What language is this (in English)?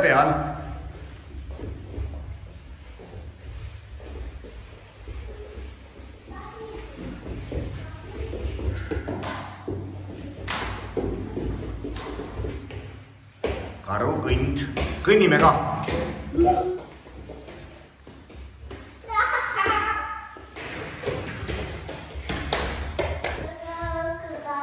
Estonian